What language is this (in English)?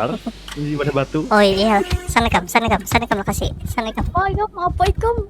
Banjar